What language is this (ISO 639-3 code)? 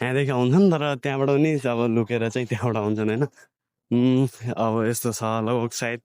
nep